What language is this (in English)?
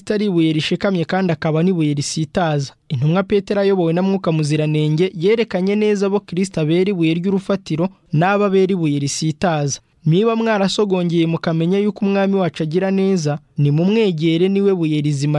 Kinyarwanda